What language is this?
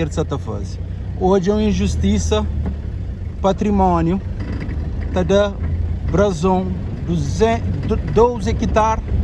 Kabuverdianu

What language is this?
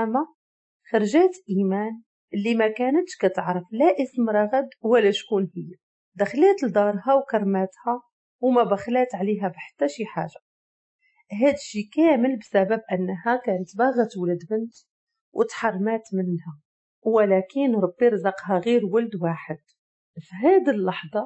Moroccan Arabic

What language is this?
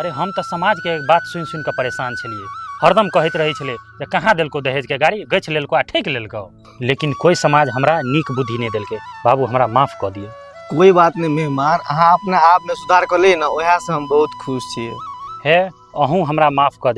Maithili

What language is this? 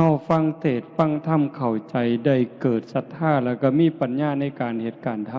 Northeastern Thai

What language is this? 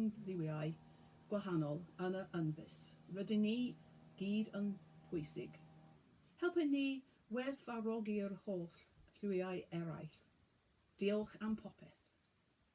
Welsh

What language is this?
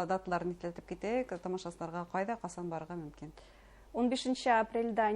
Bashkir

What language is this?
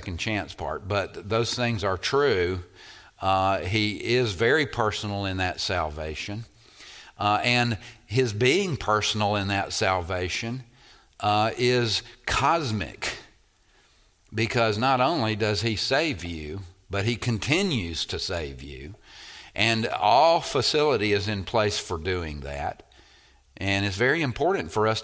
English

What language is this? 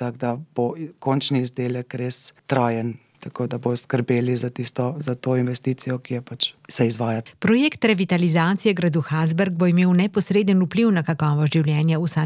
Slovenian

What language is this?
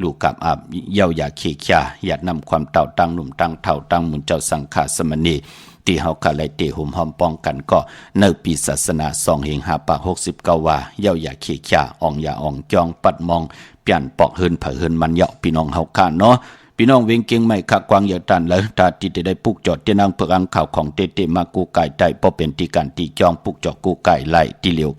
Shan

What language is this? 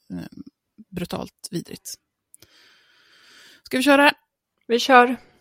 Swedish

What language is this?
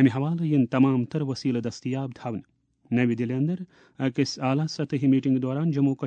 Kashmiri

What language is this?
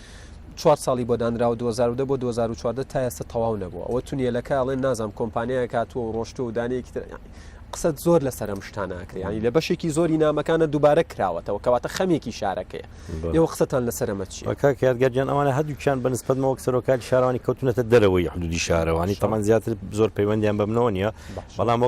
Central Kurdish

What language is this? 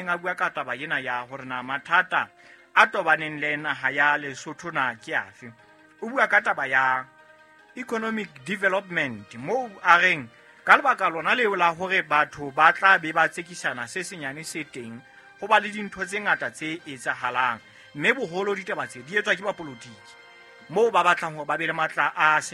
Southern Sotho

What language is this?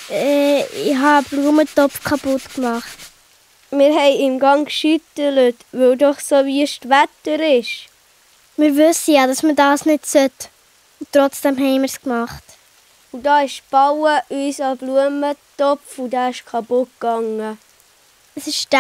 Swiss German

